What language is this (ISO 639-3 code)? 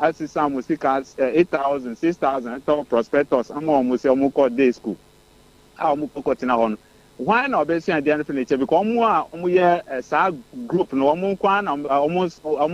aka